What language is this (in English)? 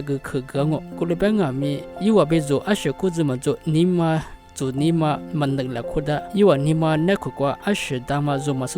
Lisu